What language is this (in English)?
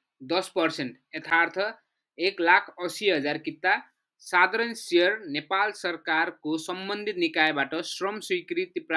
Nepali